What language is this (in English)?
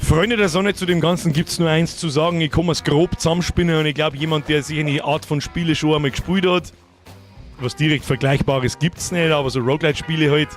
Bavarian